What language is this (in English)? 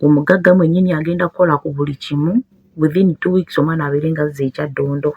Ganda